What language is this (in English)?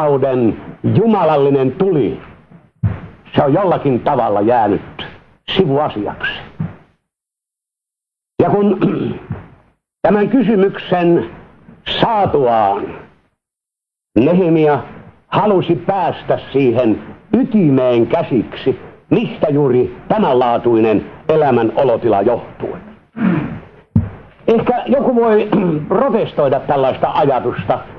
Finnish